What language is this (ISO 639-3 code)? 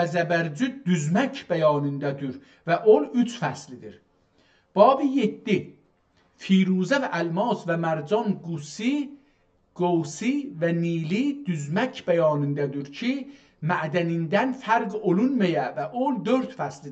azb